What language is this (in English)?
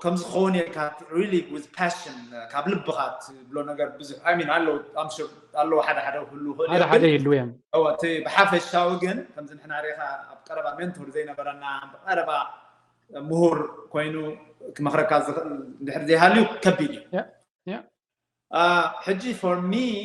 Tigrinya